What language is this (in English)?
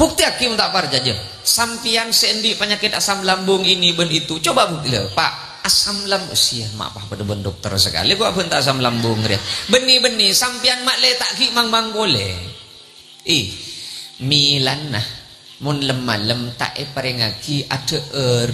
Madurese